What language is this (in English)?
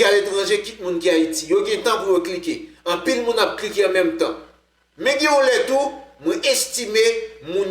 Haitian Creole